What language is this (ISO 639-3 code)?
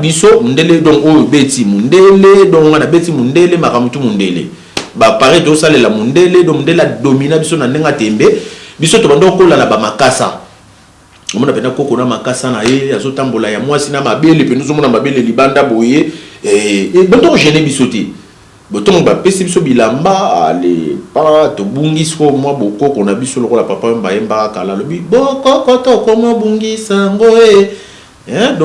lin